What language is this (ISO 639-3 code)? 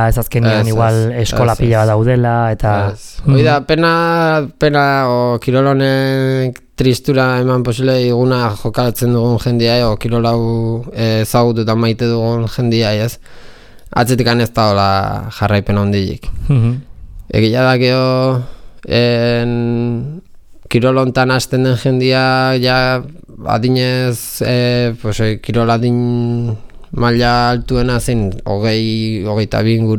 eus